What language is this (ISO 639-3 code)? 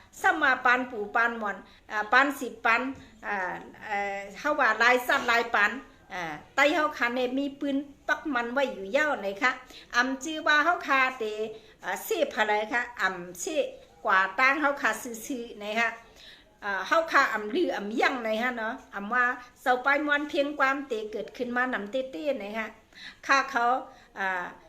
shn